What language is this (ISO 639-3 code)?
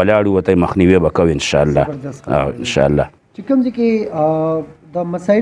pus